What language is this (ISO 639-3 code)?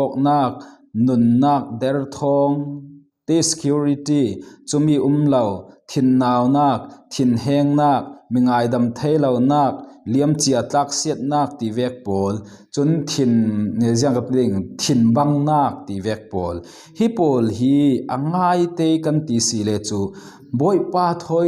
cfm